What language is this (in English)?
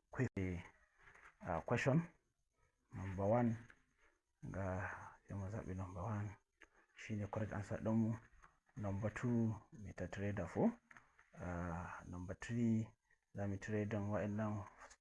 Hausa